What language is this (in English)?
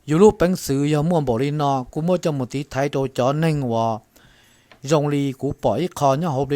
Hmong